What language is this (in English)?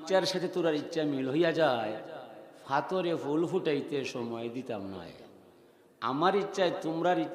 Sylheti